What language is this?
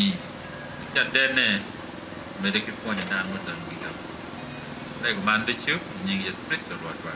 Acoli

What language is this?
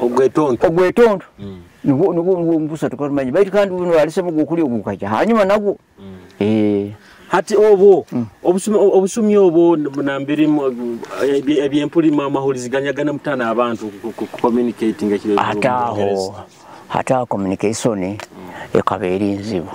Nyoro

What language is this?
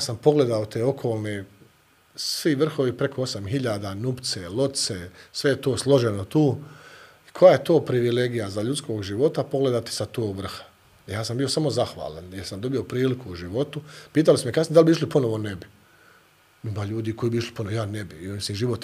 Bosnian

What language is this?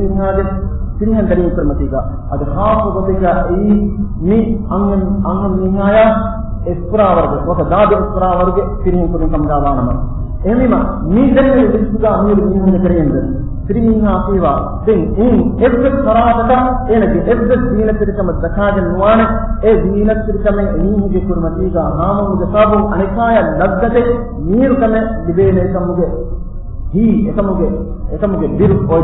Divehi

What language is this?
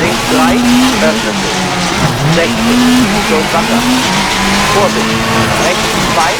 Bavarian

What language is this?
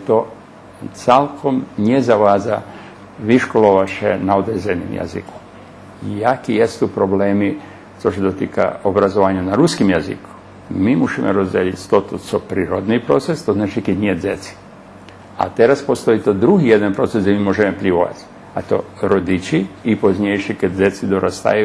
Rusyn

